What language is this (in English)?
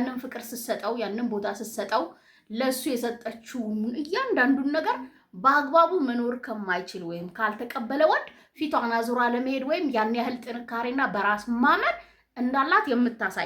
Amharic